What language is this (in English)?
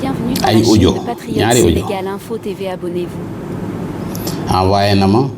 Wolof